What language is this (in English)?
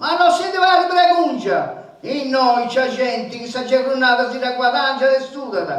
Sardinian